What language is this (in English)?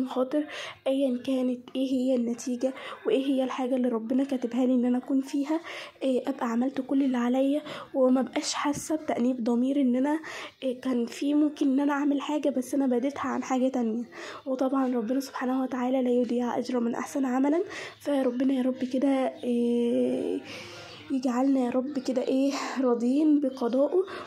Egyptian Arabic